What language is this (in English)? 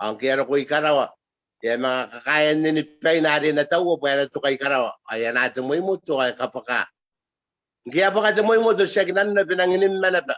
Gilbertese